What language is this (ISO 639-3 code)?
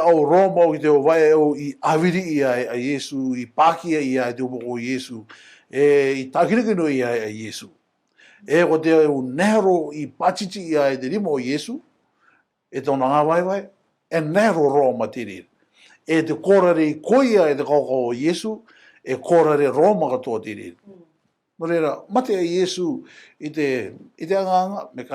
rar